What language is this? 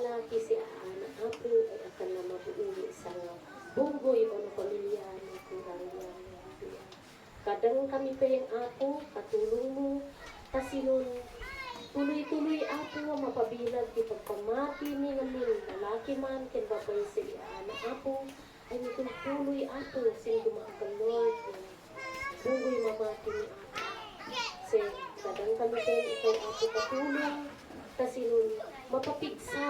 Isnag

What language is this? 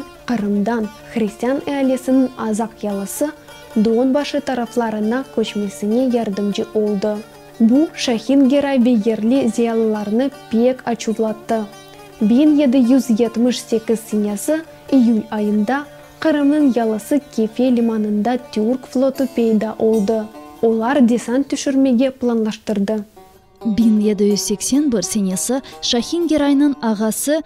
Crimean Tatar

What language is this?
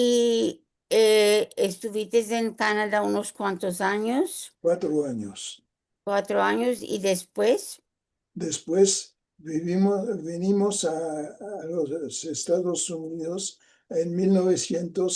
Ladino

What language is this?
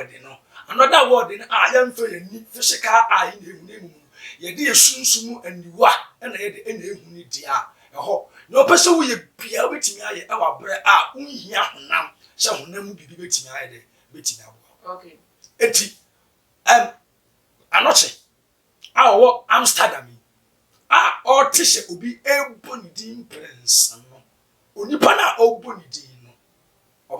Akan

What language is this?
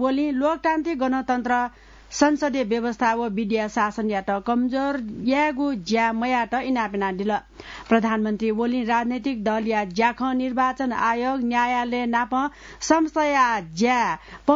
Newari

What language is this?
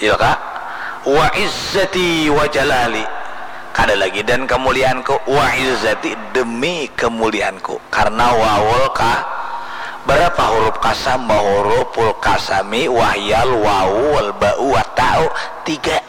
Banjar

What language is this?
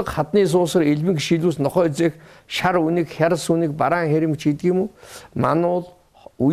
Mongolian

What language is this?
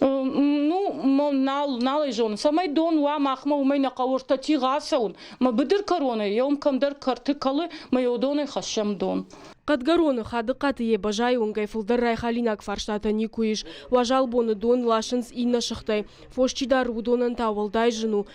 Ossetic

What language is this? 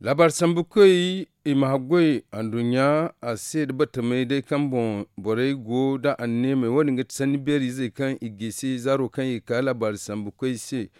Zarma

